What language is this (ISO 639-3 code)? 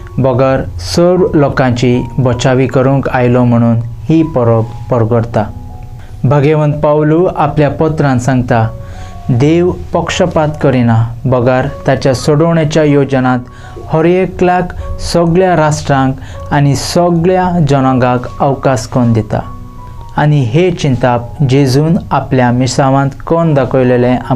kok